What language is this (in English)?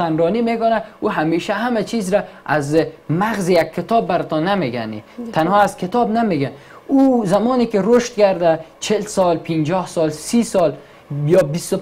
Persian